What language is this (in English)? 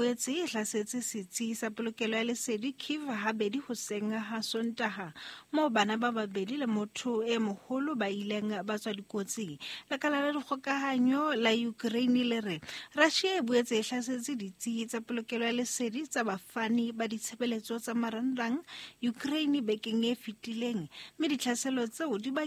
Southern Sotho